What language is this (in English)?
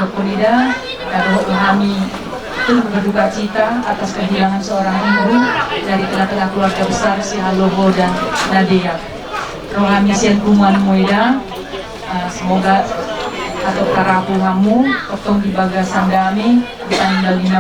Batak Toba